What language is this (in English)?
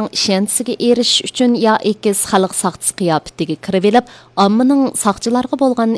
Uyghur